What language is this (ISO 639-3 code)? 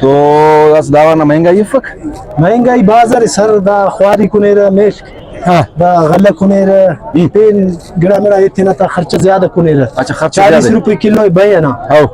brh